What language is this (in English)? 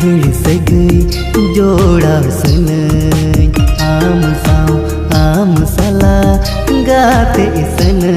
Santali